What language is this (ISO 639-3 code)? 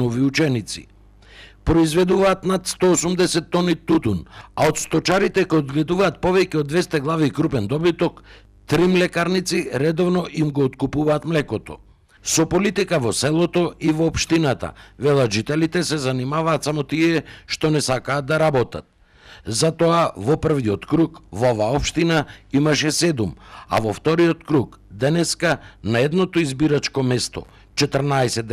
mkd